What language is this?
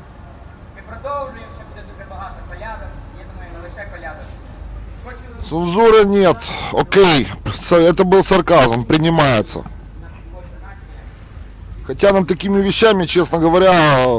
Ukrainian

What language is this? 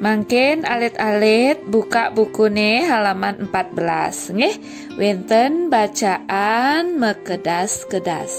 Balinese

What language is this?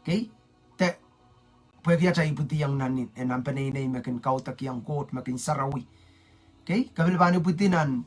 Pohnpeian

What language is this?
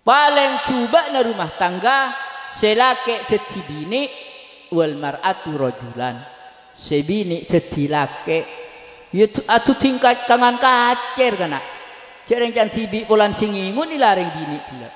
Madurese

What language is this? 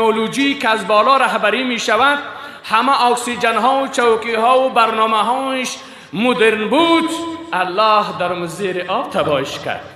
Persian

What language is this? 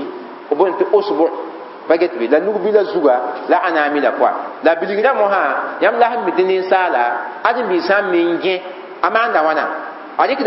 Mossi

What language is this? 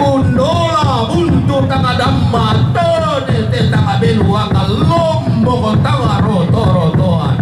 Toraja-Sa'dan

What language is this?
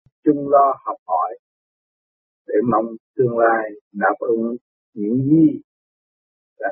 Vietnamese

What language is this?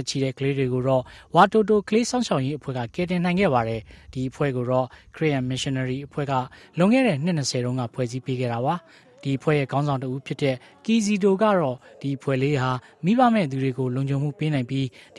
Burmese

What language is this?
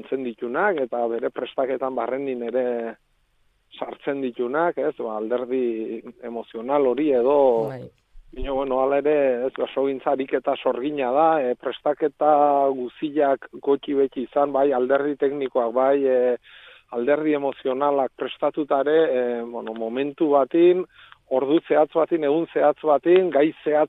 Basque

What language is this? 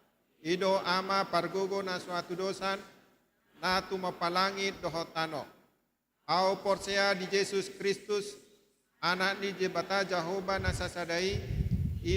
Batak Toba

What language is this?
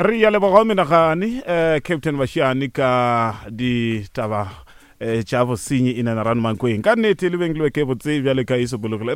Northern Sotho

